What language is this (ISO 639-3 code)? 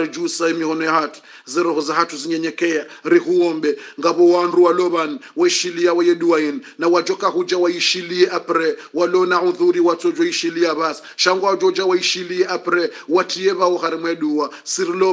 swa